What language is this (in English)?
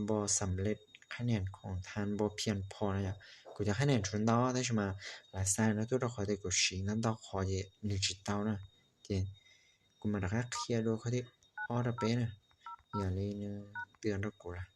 Hmong